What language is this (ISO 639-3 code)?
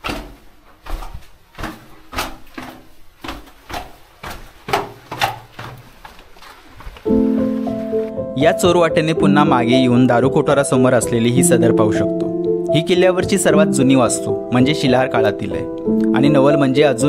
mar